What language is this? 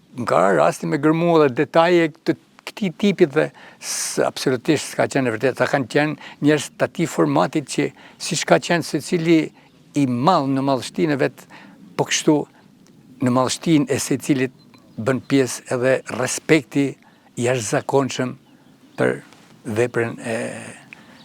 Albanian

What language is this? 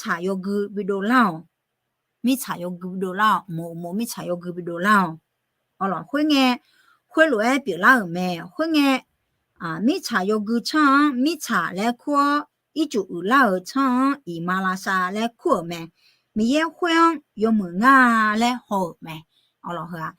Akha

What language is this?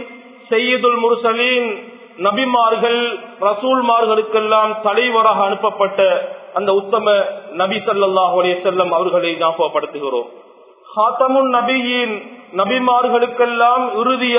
Tamil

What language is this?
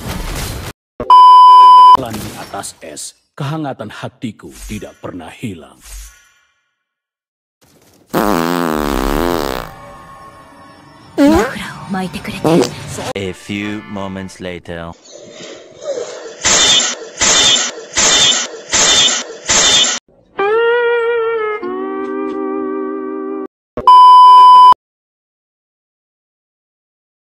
Indonesian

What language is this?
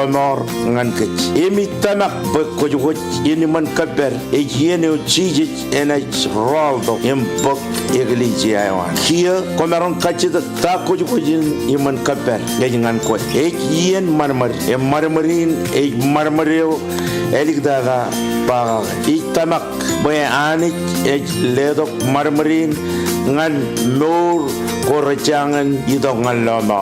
Marshallese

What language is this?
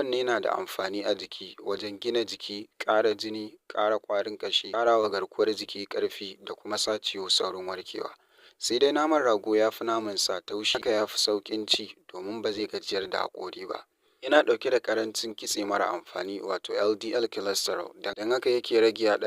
Hausa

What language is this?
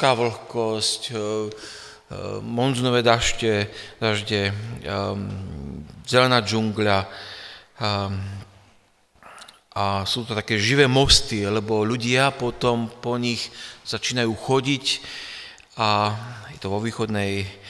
Slovak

